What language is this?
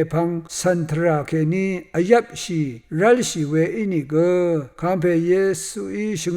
Rawang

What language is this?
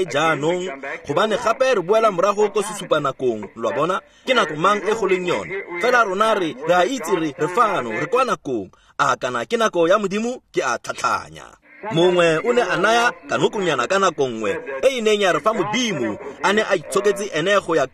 Tswana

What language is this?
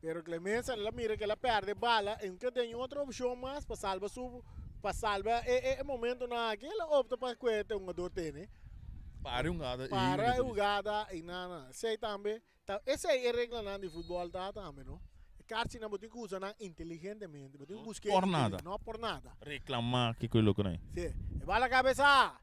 Papiamento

